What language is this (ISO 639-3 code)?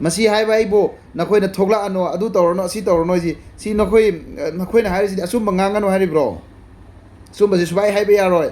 mni